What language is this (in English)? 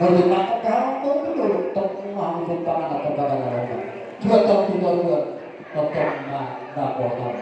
Batak Toba